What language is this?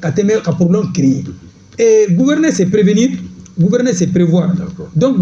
Bambara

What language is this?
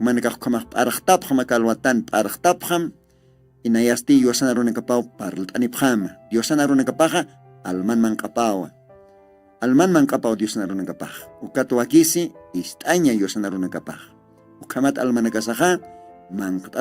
Aymara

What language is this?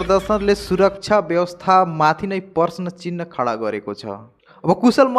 Nepali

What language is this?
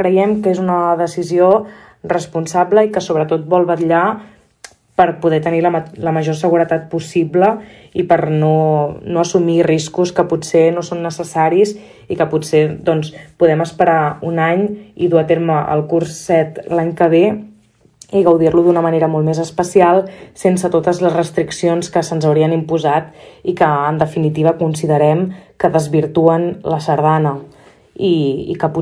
Catalan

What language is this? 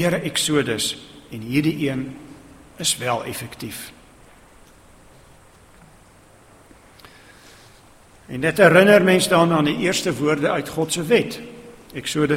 Afrikaans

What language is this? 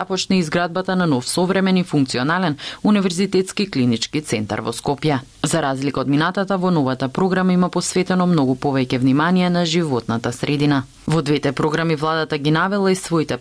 Macedonian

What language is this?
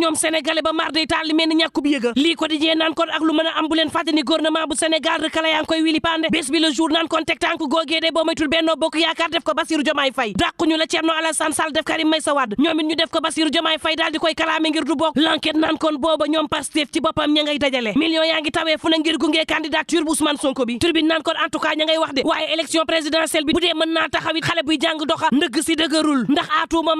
Wolof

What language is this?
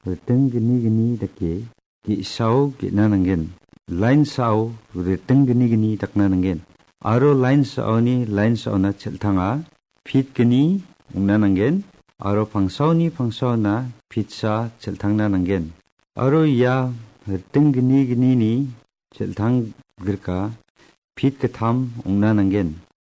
Garo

